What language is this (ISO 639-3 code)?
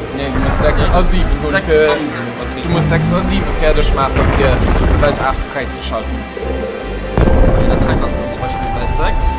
ltz